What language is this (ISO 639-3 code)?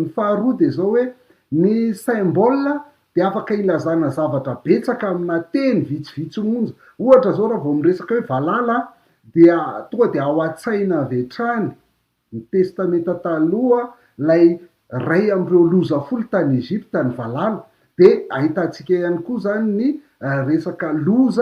mlg